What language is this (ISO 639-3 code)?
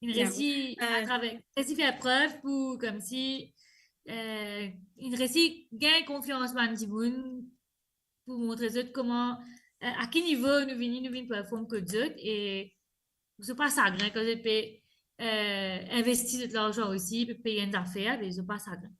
mfe